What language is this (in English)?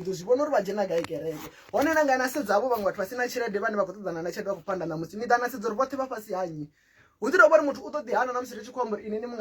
Venda